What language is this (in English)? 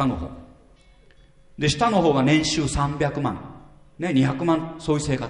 Japanese